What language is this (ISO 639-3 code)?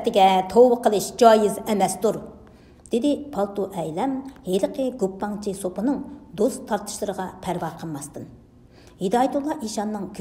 uig